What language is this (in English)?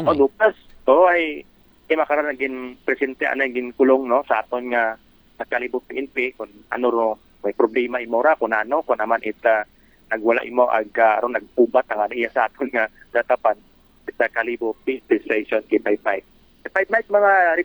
Aklanon